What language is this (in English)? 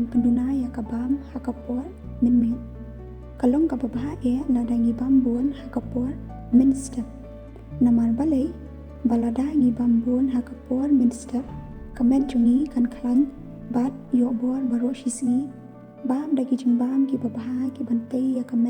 Khasi